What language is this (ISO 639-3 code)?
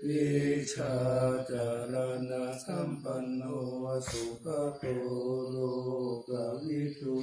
pli